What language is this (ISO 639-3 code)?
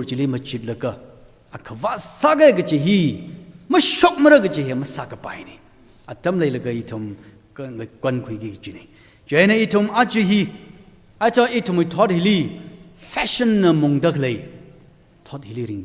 nmf